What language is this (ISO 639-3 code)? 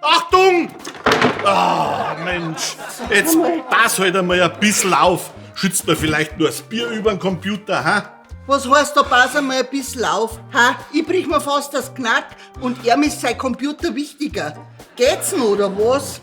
bar